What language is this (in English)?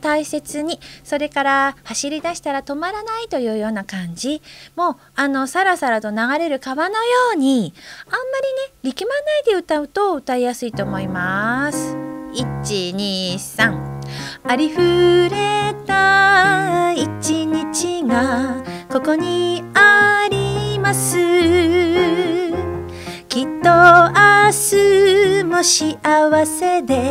Japanese